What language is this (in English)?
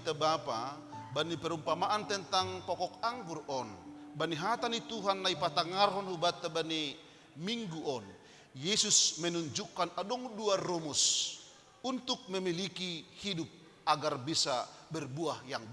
Batak Simalungun